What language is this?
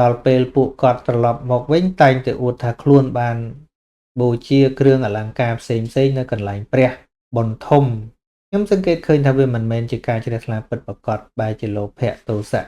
Khmer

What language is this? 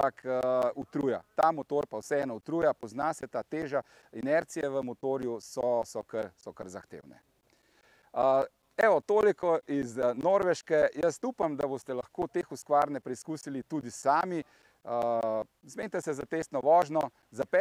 Slovenian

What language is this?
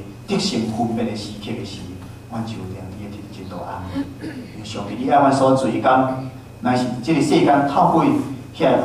Min Nan Chinese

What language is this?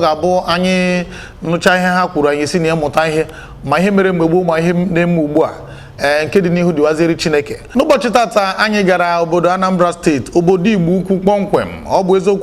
Igbo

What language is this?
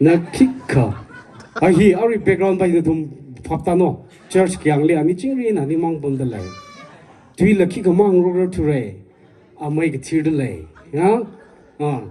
Tangkhul Naga (India)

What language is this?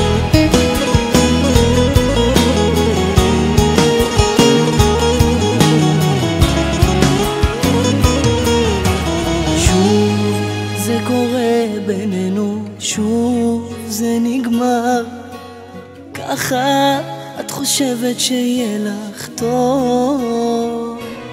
Hebrew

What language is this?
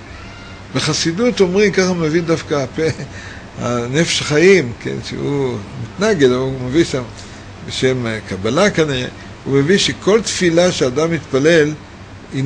Hebrew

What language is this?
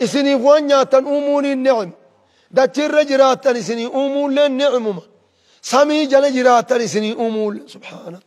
Oromo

